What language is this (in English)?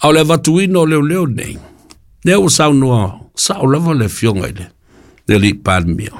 Samoan